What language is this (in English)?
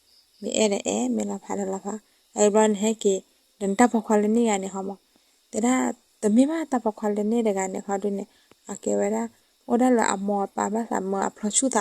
S'gaw Karen